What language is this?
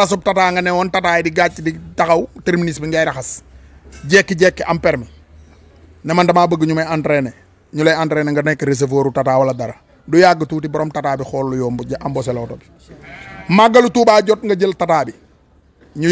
Wolof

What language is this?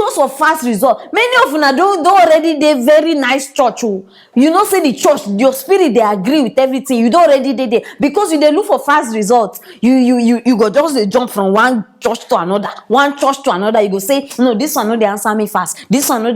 Nigerian Pidgin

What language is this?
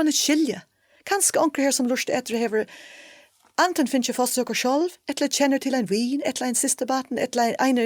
Faroese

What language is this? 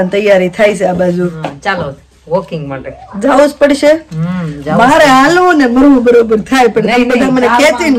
Gujarati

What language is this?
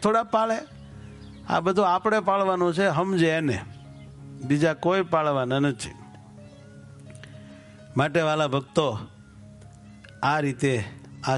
Gujarati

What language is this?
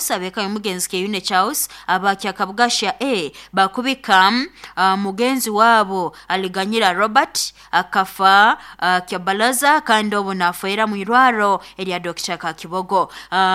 Nyoro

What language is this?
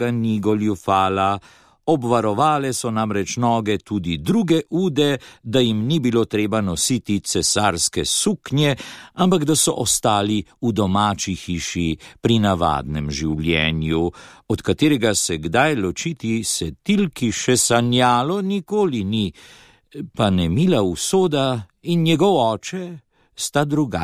Slovenian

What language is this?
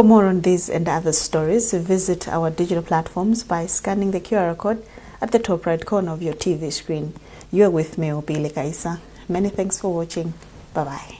English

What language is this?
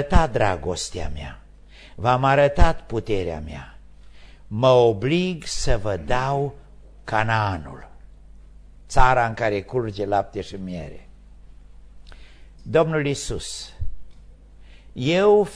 Romanian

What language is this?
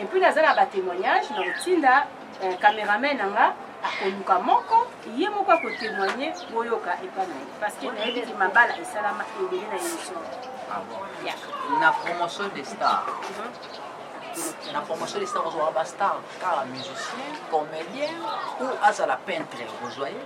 Lingala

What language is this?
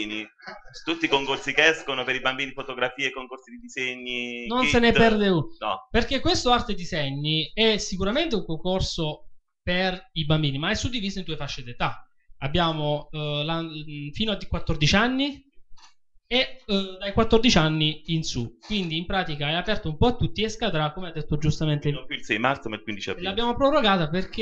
Italian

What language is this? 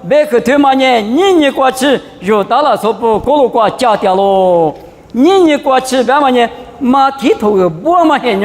Lisu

